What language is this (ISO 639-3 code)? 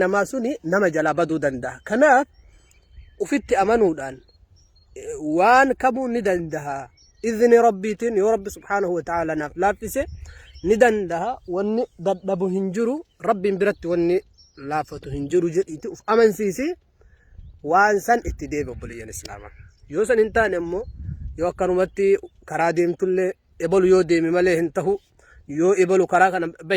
orm